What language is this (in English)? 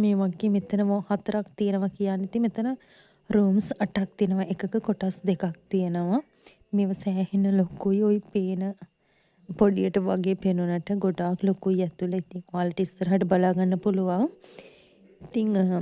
Sinhala